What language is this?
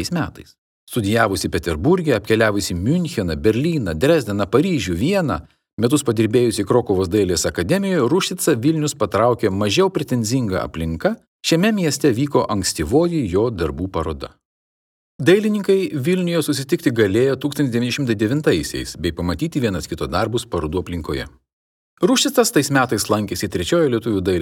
Lithuanian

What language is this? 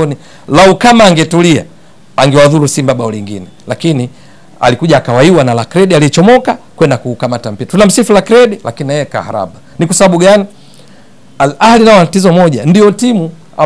Swahili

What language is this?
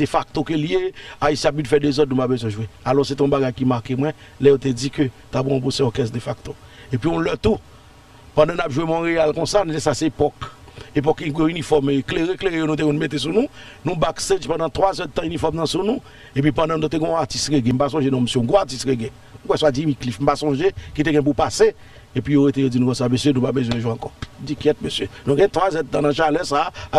Haitian Creole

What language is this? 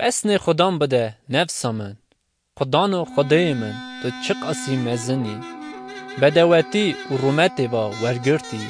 Kurdish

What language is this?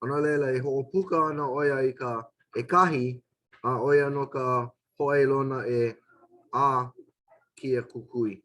Hawaiian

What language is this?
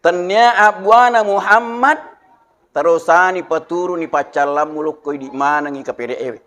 Buginese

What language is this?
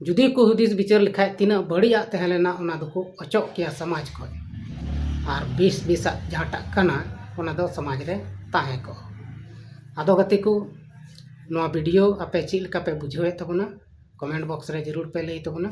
Santali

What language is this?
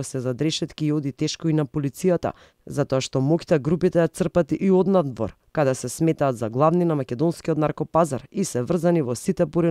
Macedonian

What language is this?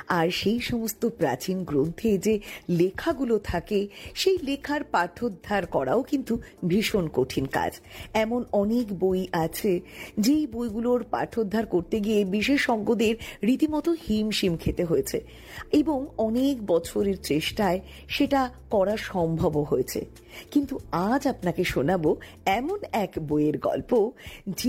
Bangla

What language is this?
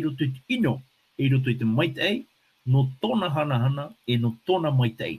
Tahitian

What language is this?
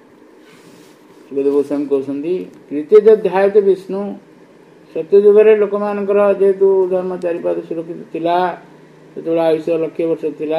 Odia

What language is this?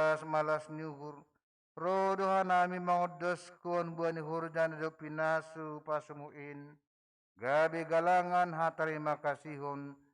Batak Simalungun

